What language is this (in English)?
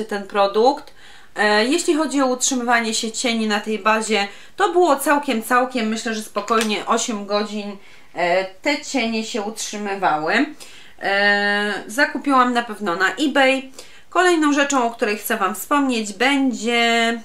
Polish